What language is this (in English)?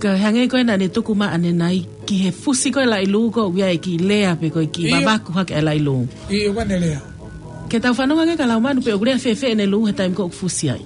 Tongan